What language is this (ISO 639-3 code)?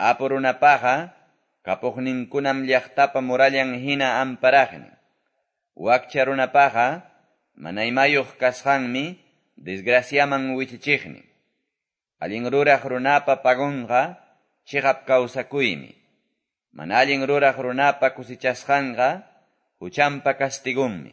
que